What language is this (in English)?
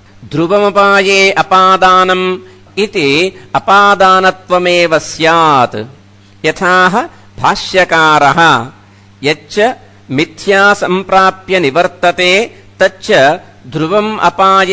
Sanskrit